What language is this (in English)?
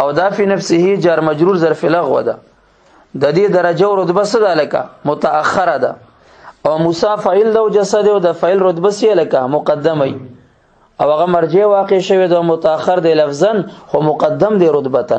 Pashto